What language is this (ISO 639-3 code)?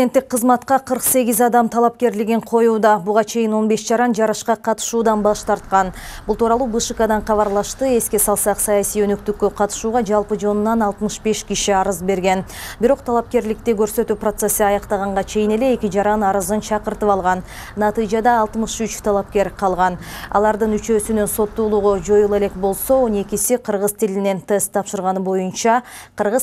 kir